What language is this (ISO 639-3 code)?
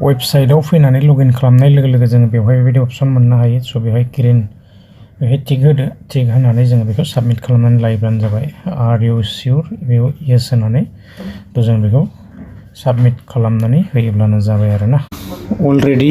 brx